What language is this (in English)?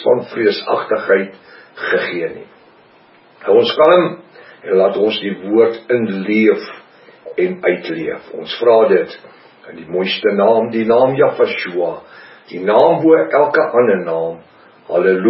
Afrikaans